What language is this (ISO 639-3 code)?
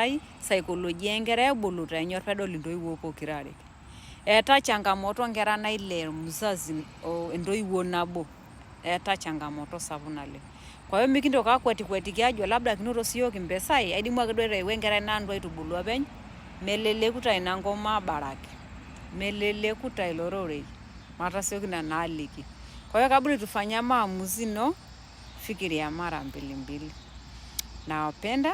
mas